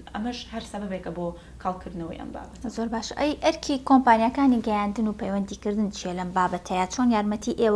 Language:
Central Kurdish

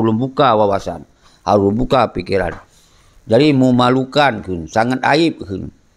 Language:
Achinese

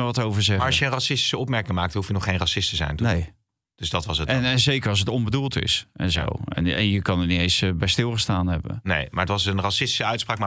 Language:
Dutch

